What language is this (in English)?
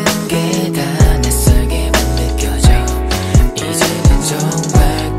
Korean